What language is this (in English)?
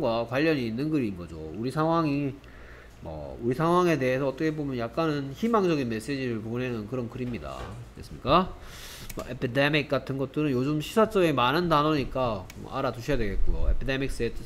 Korean